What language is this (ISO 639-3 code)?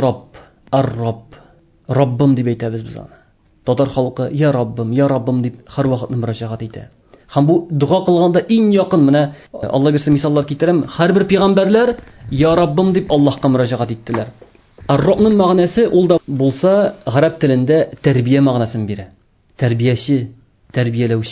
tat